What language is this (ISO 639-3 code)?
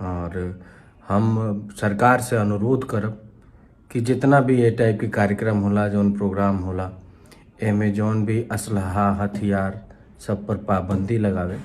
bho